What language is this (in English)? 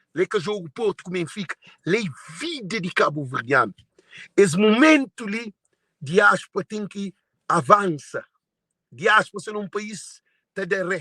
Kabuverdianu